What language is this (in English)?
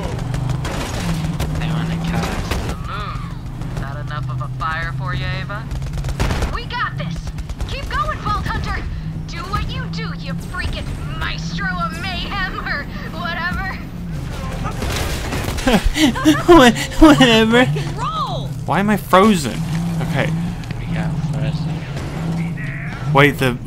English